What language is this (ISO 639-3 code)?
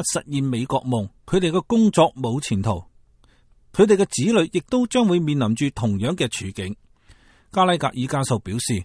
yue